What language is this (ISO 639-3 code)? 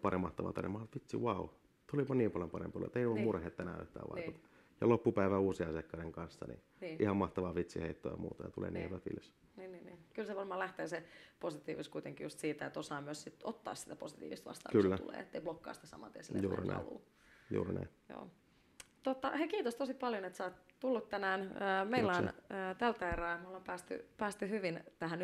fin